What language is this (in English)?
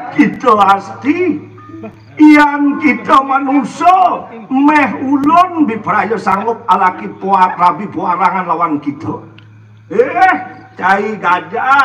Balinese